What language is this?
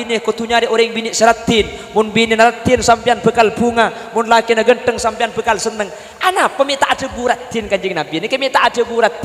Madurese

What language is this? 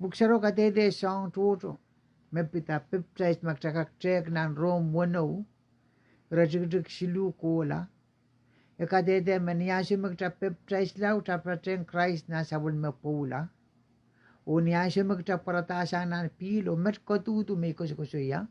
Pohnpeian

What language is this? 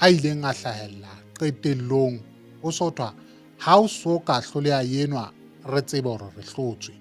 Southern Sotho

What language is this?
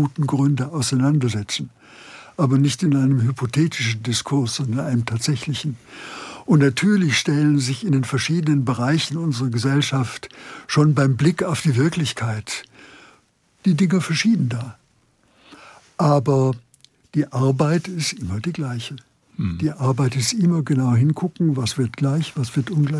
German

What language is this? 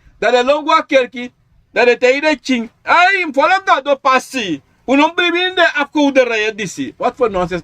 Sranan Tongo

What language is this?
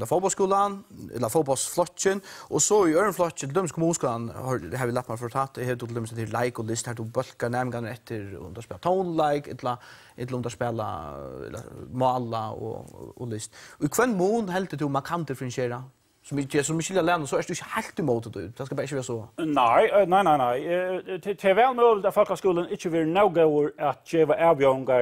Faroese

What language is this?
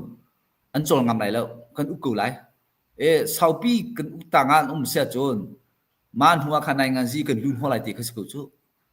Hakha Chin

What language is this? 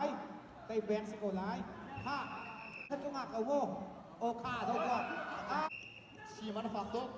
Hakha Chin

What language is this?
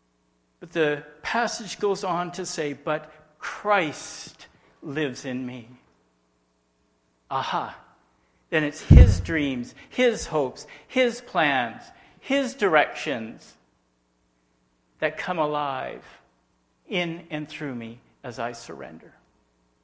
English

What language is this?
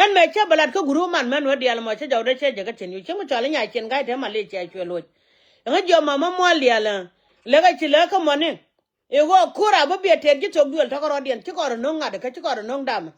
Nuer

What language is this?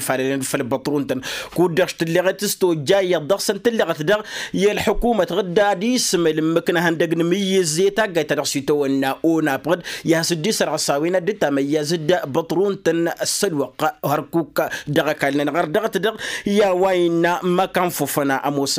Tamasheq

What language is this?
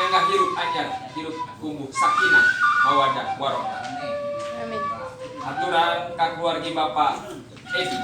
Sundanese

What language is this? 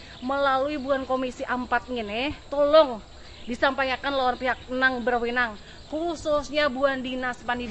Banjar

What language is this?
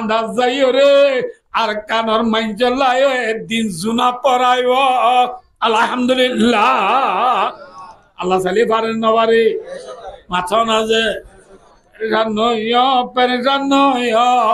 Rohingya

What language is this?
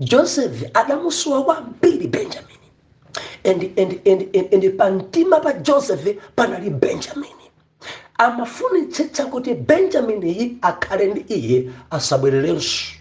Nyanja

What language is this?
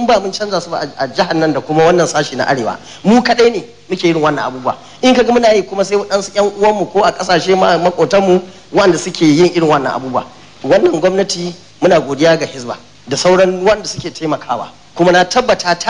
Hausa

